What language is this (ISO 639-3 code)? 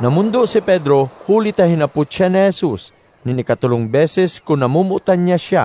bik